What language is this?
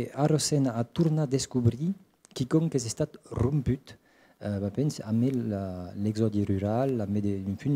Occitan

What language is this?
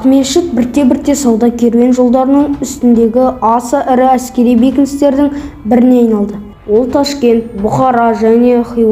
Kazakh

